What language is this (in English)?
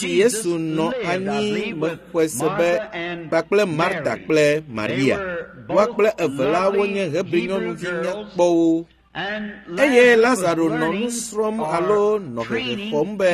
Ewe